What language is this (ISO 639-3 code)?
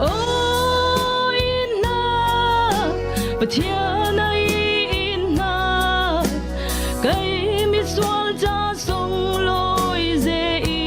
cfm